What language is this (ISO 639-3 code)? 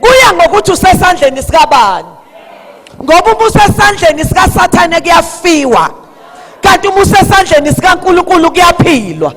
zul